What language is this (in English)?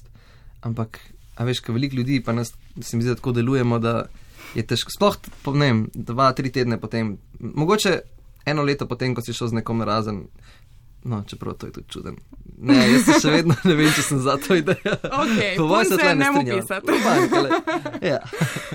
Slovenian